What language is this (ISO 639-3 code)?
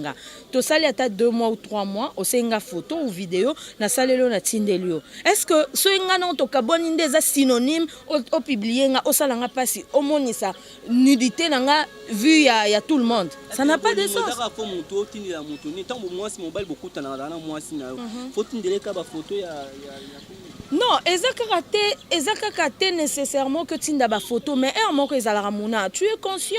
lin